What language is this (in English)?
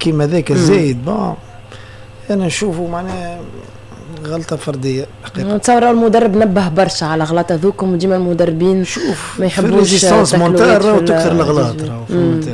Tunisian Arabic